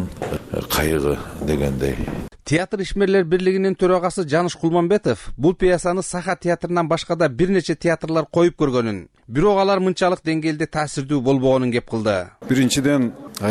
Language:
Kyrgyz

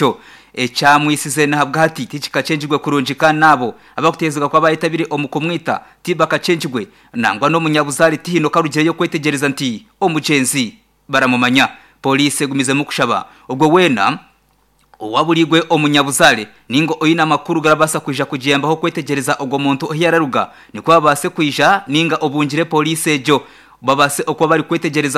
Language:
Nyankole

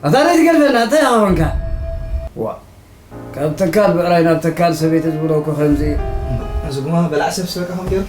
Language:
Tigrinya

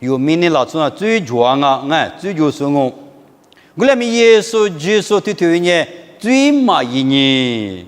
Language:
Lisu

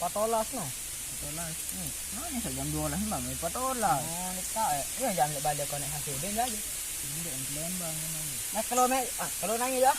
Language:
Sasak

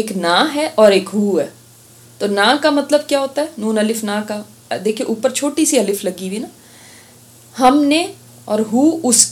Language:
Urdu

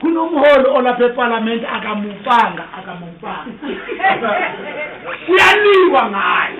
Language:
Zulu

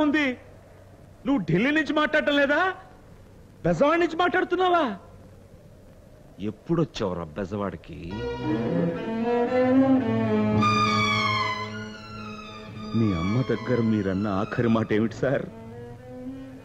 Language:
Telugu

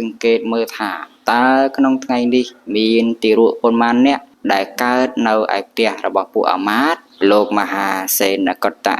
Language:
Khmer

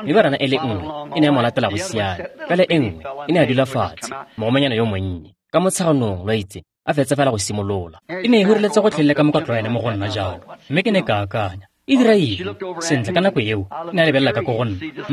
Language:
Tswana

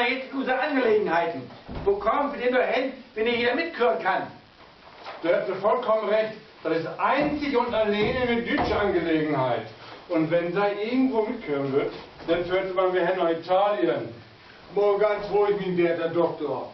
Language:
Low German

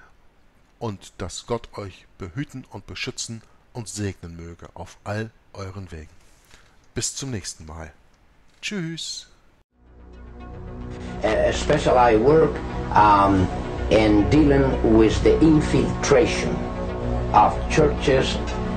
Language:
German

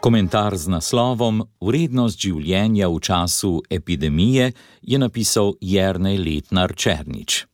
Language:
Slovenian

